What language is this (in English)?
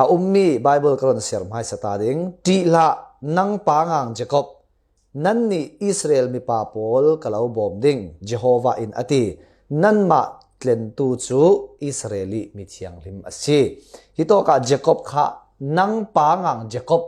Falam Chin